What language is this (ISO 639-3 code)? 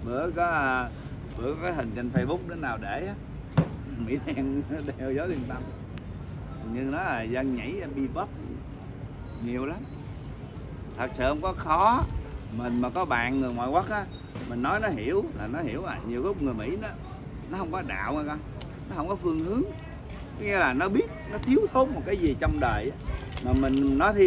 vie